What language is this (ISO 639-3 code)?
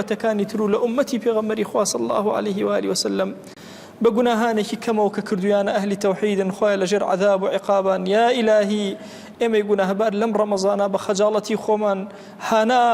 ckb